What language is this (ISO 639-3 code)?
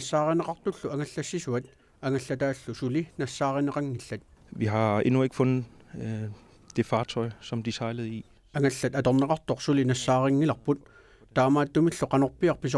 kal